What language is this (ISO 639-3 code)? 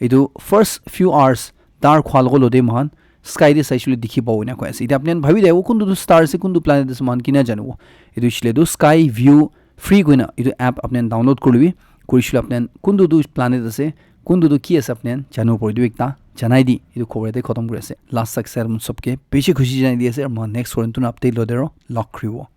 nag